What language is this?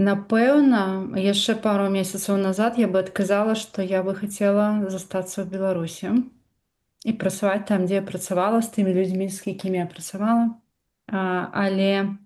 Belarusian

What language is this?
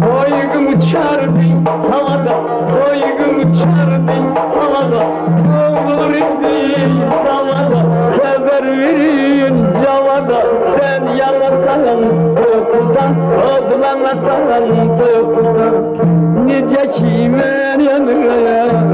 South Azerbaijani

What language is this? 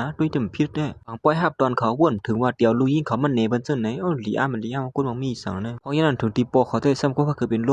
Shan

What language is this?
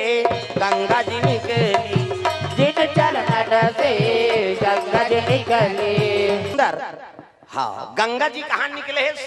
Chhattisgarhi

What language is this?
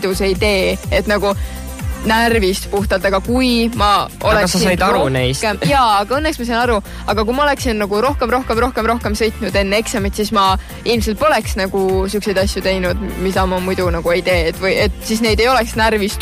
Estonian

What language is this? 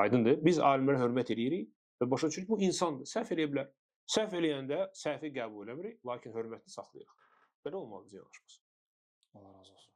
Azerbaijani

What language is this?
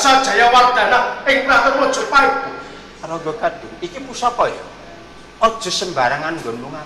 Javanese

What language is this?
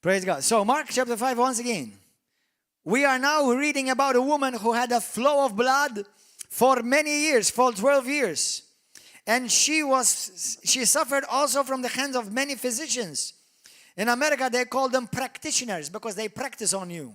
English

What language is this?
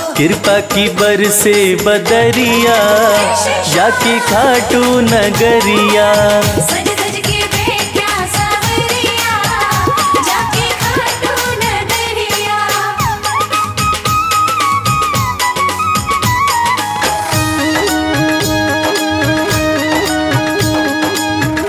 Hindi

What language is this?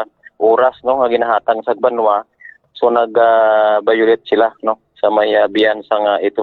Hiligaynon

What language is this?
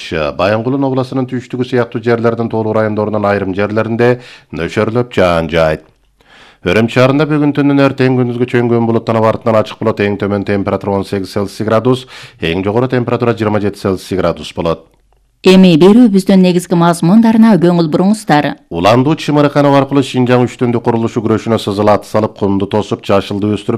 Kyrgyz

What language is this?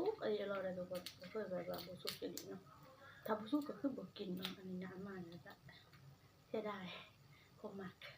Northeastern Thai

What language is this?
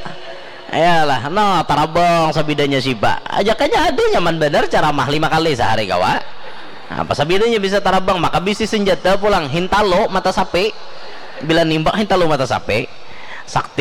Banjar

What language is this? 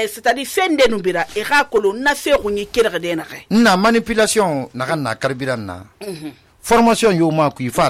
Susu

